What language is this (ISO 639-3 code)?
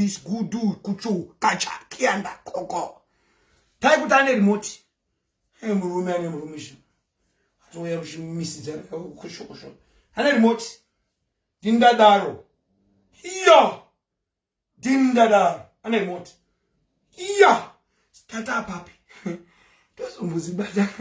sna